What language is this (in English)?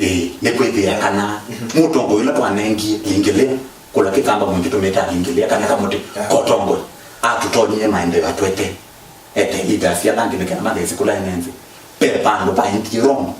Kamba